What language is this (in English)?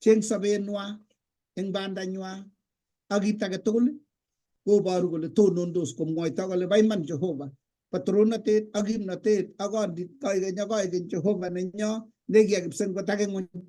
Kalenjin